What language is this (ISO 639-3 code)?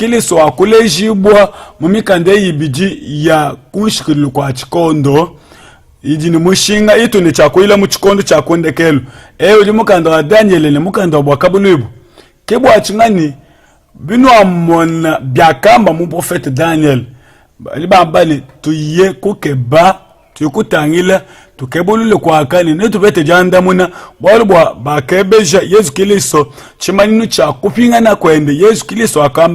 lua